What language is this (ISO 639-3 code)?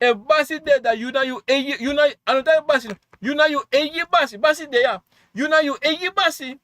srn